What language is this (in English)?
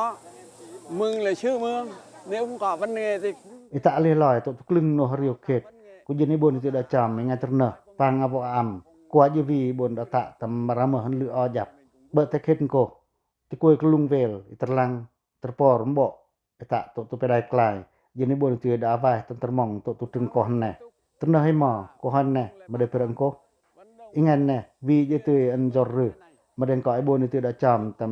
Pacoh